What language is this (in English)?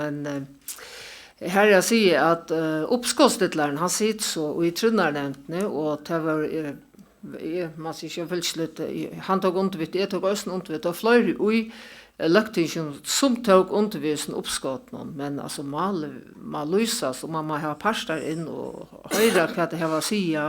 Faroese